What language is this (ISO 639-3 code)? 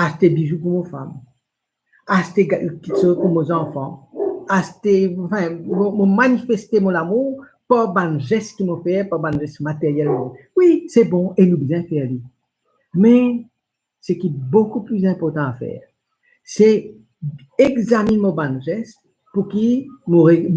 mfe